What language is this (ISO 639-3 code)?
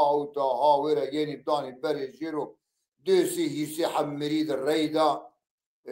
zza